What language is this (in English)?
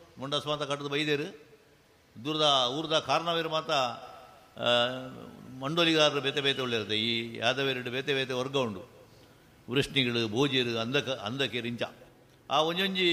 Tulu